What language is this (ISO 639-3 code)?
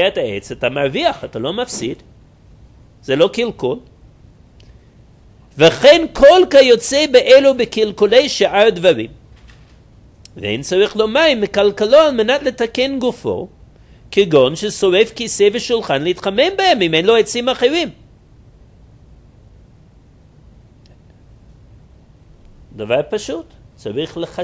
heb